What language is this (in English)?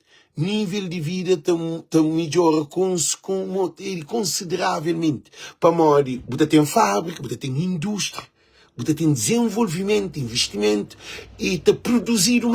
Kabuverdianu